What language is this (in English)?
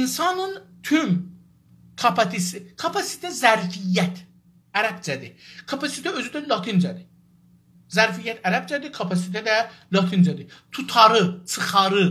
South Azerbaijani